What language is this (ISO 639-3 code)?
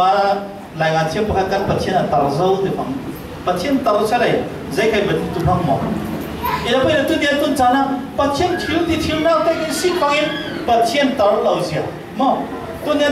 cfm